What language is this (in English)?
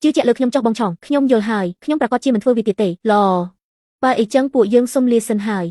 Khmer